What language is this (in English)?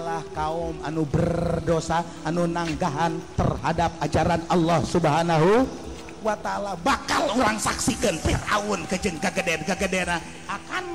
Sundanese